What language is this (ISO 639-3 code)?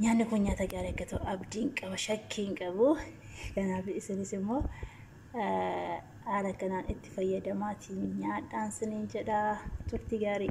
orm